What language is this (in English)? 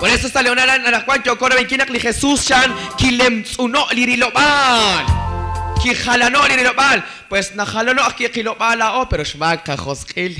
Kekchí